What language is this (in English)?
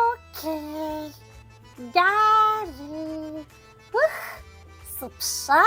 Adyghe